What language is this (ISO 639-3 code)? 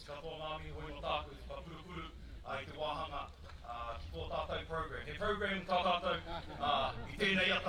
mri